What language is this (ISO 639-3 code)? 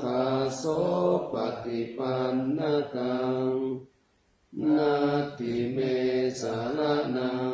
pli